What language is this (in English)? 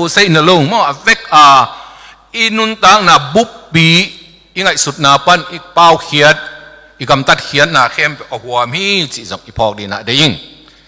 Tedim Chin